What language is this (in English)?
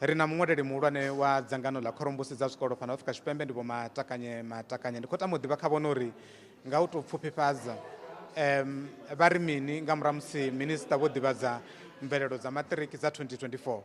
Venda